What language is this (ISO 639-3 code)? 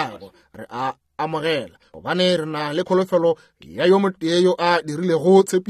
nso